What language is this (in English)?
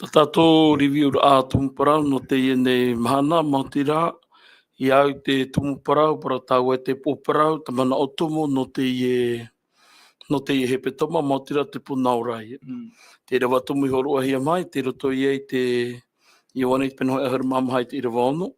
Tahitian